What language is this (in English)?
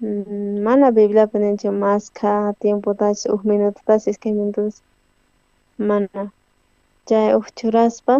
South Bolivian Quechua